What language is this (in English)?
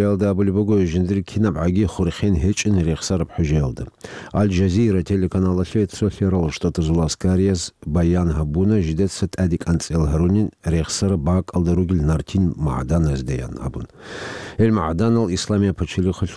Avaric